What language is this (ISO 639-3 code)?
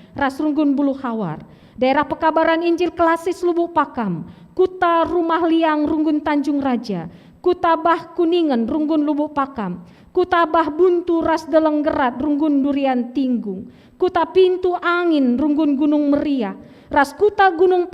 btx